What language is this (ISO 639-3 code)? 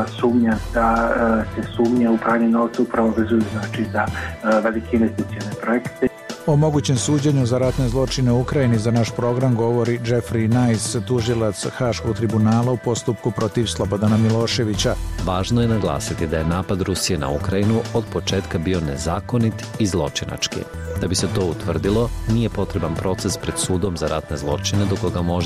srp